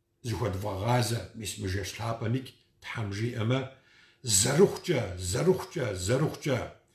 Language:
Kabardian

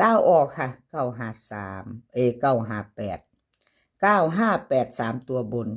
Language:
Northeastern Thai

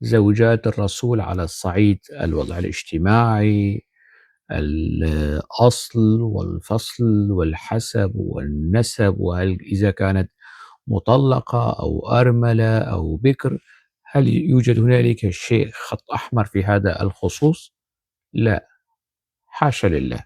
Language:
North Levantine Arabic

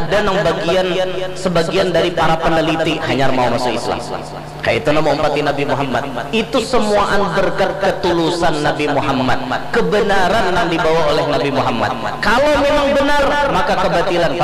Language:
Banjar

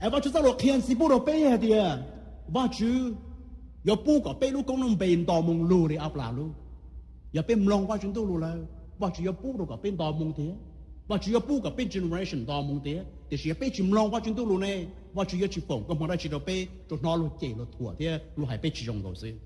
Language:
Hmong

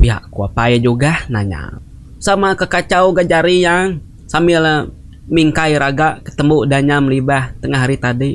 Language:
Iban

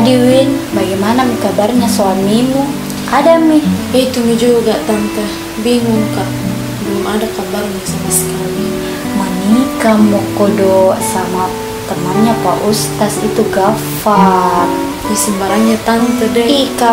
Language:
Makassar Malay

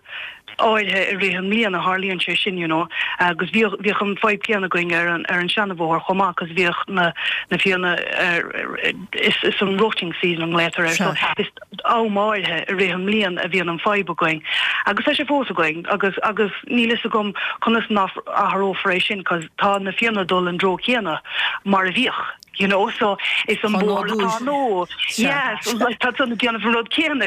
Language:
Irish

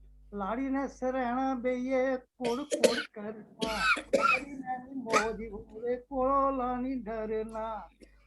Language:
Dogri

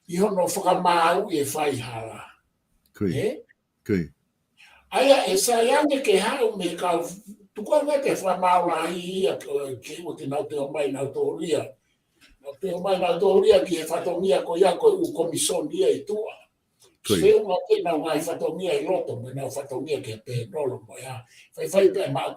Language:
Tongan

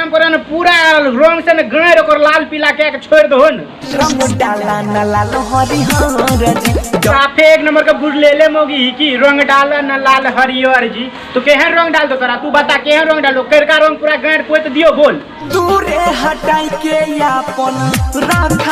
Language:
Maithili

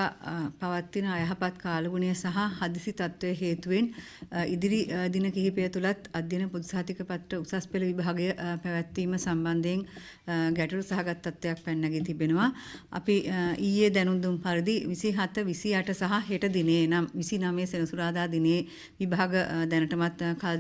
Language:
Sinhala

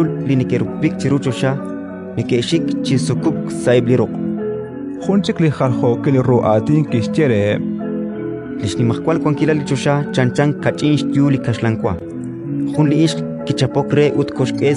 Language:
Kekchí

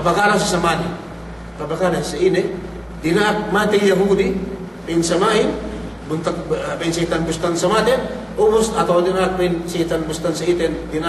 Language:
Yakan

